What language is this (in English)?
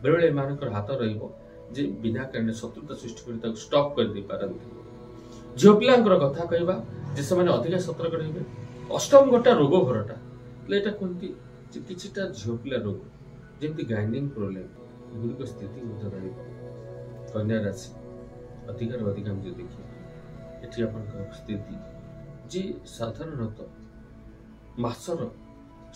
Odia